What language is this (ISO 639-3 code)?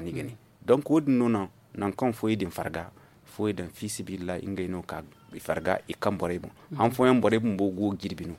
dje